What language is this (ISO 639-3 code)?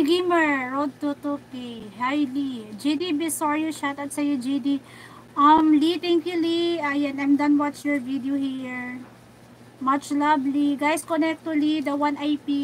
fil